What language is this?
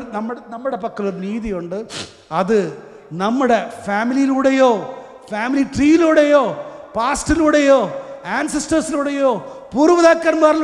Malayalam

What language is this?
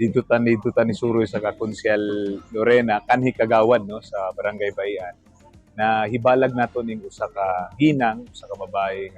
Cebuano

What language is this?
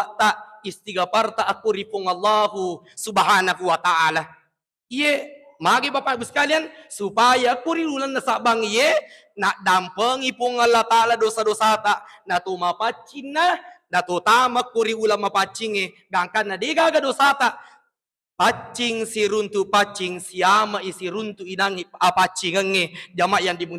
Buginese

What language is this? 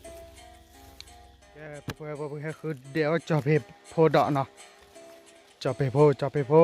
S'gaw Karen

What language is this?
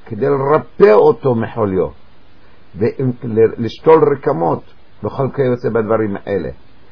Hebrew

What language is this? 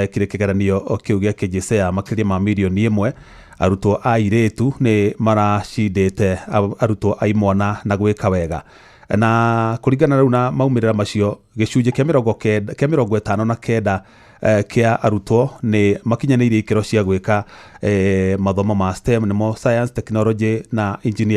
Kikuyu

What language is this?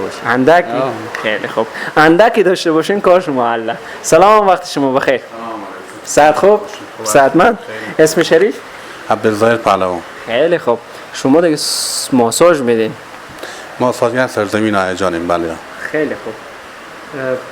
Persian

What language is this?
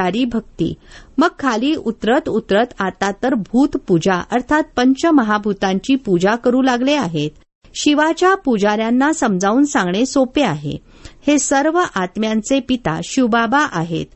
Marathi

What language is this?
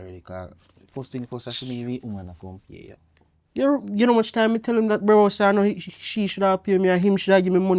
Jamaican Creole English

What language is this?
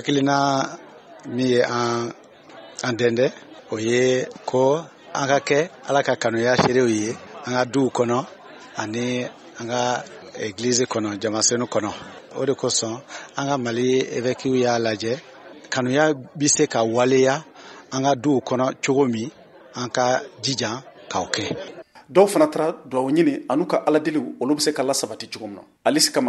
Bambara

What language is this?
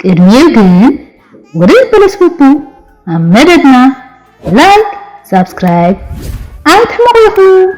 Tigrinya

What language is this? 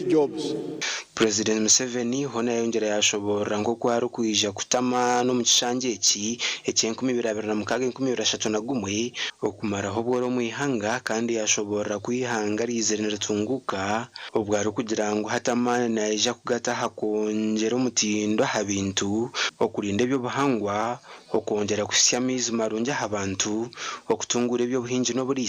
Nyankole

